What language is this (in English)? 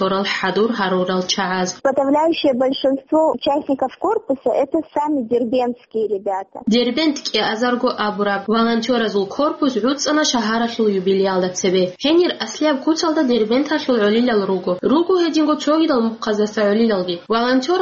Avaric